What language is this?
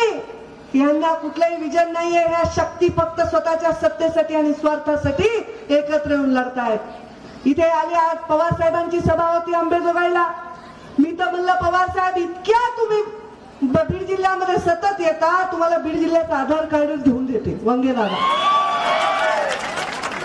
Marathi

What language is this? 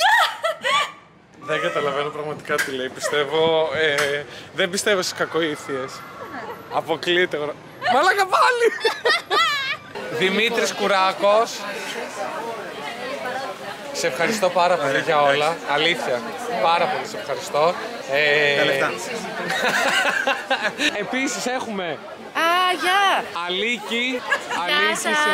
Greek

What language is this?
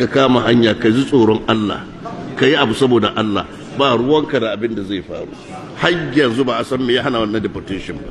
Hausa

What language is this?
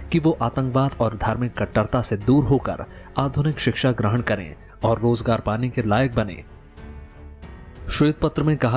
Hindi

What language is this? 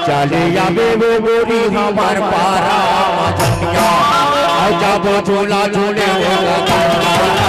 Chhattisgarhi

